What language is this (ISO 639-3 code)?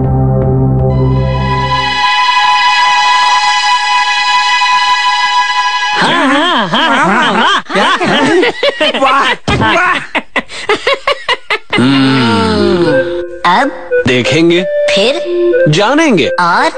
hin